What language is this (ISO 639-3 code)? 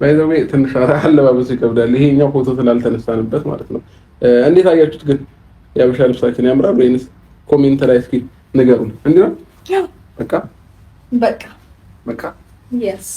amh